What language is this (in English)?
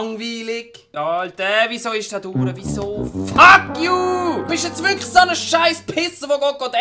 Swiss German